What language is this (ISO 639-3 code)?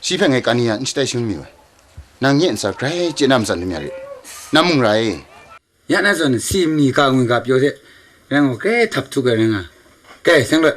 kac